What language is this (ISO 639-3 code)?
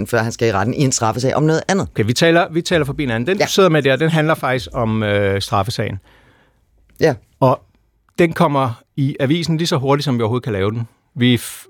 dan